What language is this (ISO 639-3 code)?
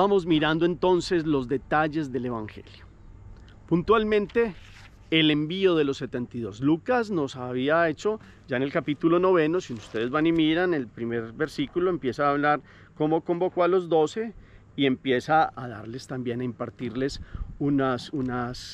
spa